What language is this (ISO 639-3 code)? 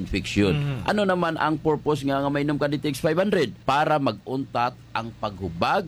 hil